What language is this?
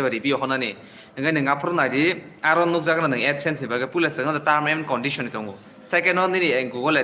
Kok Borok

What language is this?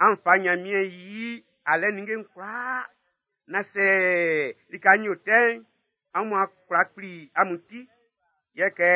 Baoulé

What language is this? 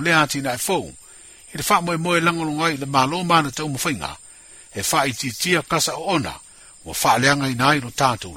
Samoan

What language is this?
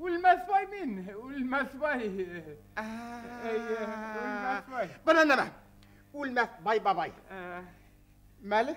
Bashkir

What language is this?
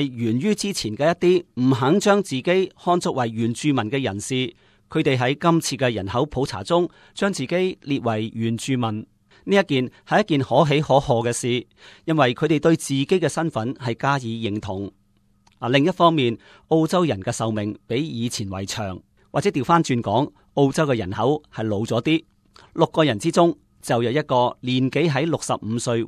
Cantonese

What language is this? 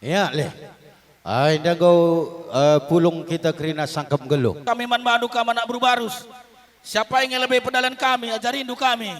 Batak Karo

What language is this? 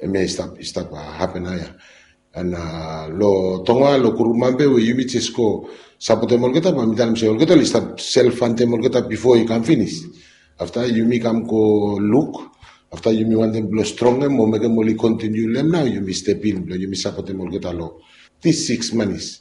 Bislama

